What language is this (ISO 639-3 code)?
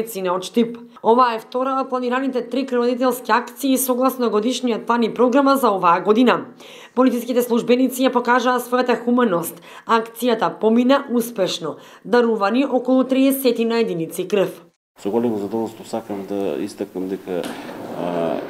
mkd